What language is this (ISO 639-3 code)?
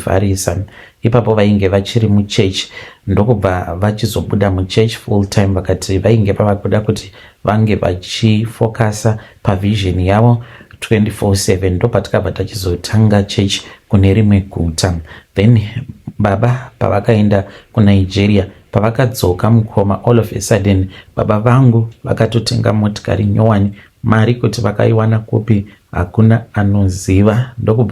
sna